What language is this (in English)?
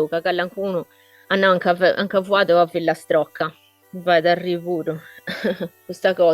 Sardinian